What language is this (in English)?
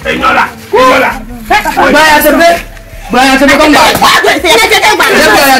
Ewe